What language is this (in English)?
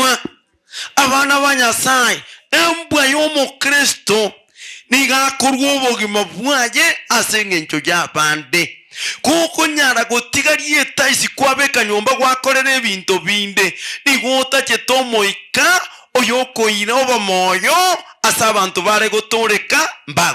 Gusii